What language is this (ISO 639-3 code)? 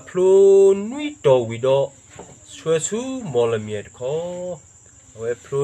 ksw